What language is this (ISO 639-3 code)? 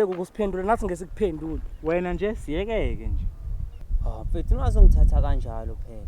zul